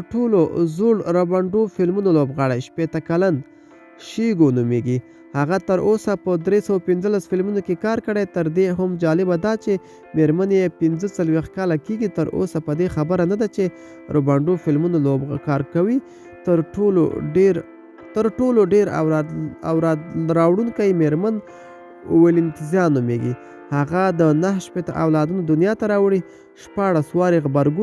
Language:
Pashto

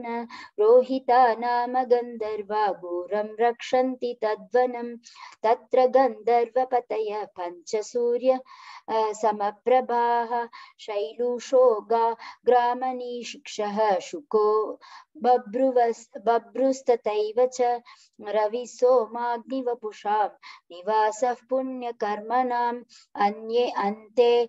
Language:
Sanskrit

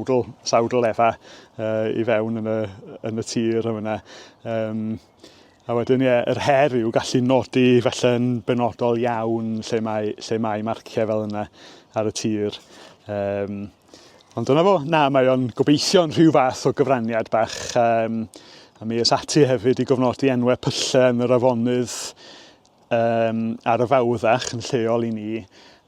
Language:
Welsh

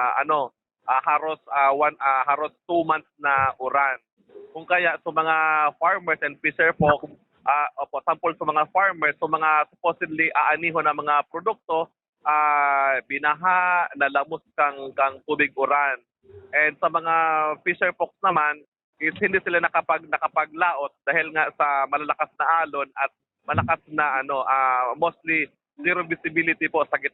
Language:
Bikol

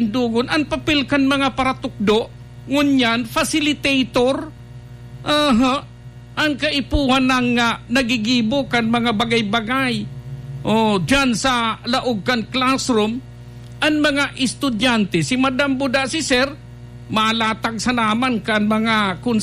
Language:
Bikol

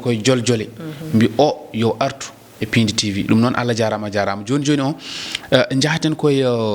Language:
Fula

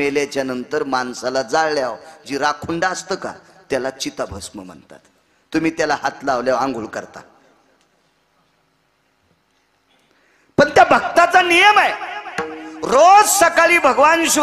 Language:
Marathi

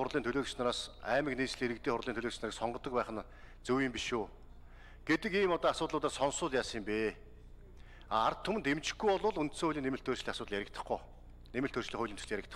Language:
Mongolian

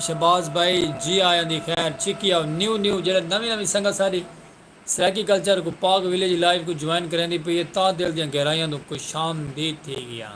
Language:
Saraiki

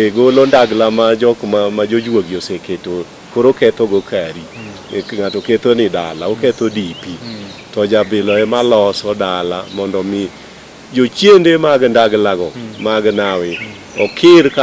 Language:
Luo (Kenya and Tanzania)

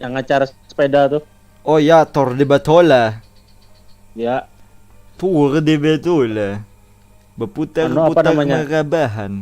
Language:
Banjar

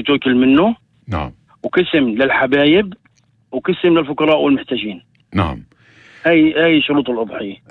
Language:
North Levantine Arabic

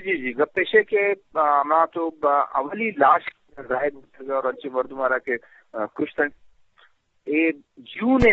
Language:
Eastern Balochi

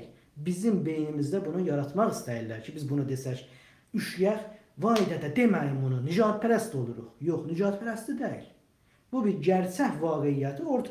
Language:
South Azerbaijani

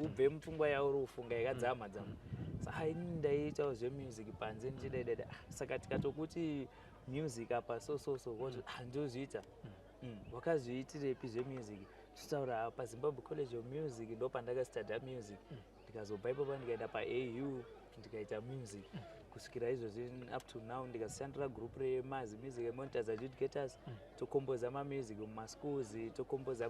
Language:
Shona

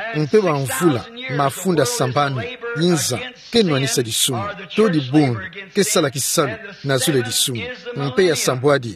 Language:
Kituba (Democratic Republic of Congo)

